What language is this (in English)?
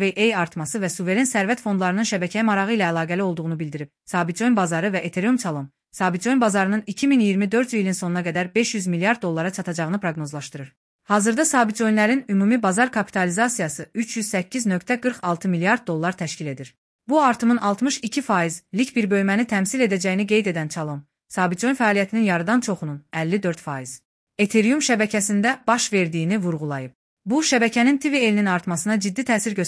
Azerbaijani